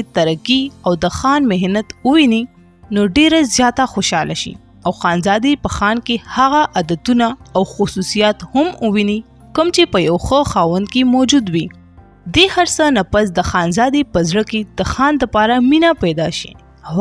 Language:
Pashto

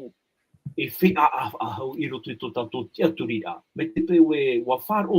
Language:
Tahitian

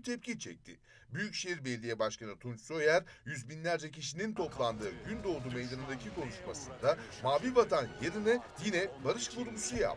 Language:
Turkish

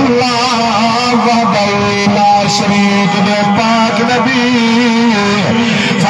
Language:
Saraiki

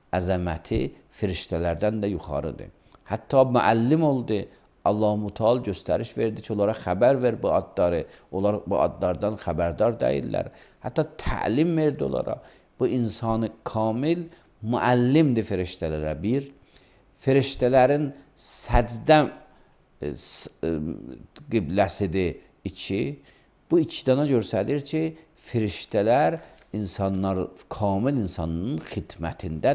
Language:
Azerbaijani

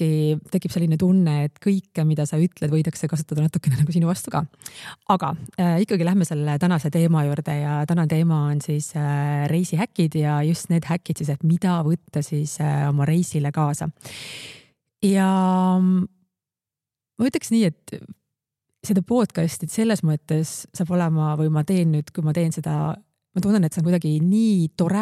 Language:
Estonian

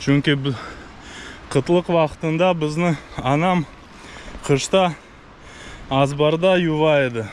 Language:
Crimean Tatar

